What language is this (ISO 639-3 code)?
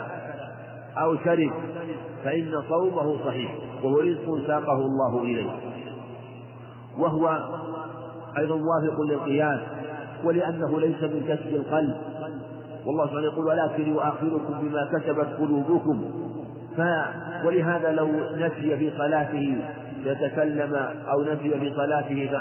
ara